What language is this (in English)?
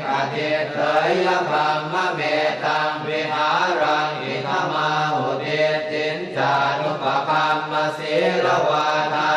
Pali